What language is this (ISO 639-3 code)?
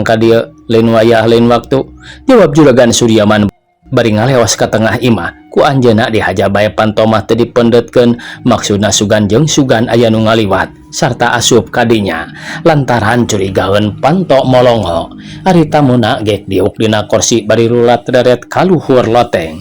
sun